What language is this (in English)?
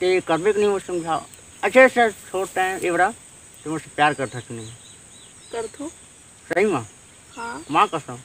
Chhattisgarhi